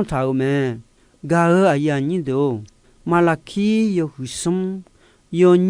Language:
Akha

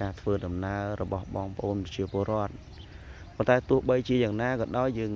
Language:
Khmer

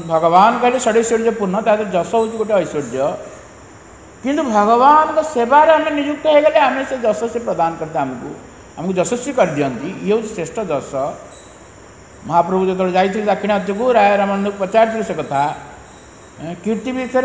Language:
Odia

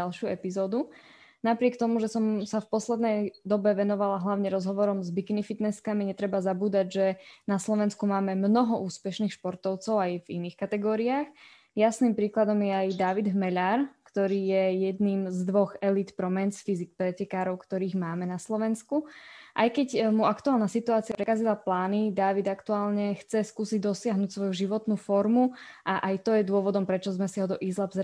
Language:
Slovak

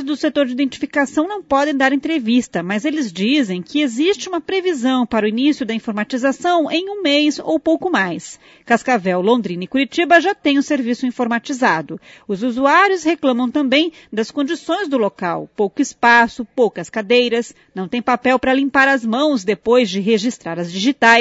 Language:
Portuguese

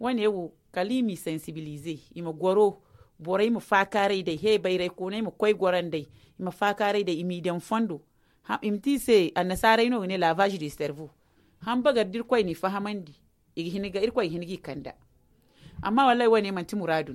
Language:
Zarma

